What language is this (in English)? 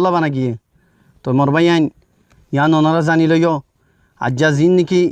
Rohingya